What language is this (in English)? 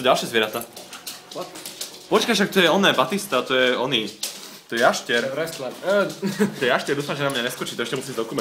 Slovak